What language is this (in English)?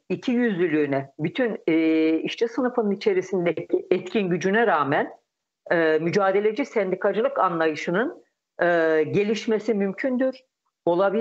Turkish